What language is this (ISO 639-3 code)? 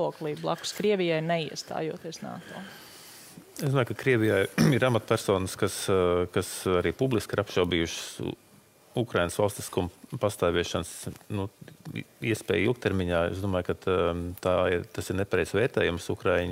lav